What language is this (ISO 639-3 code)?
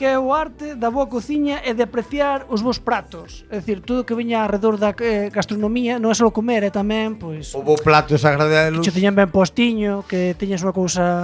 glg